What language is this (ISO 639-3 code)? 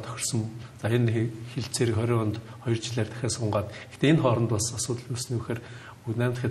mon